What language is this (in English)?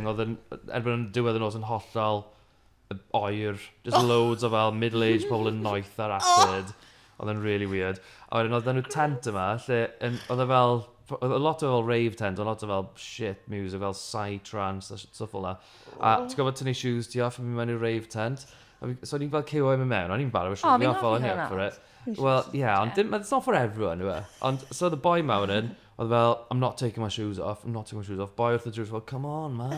Welsh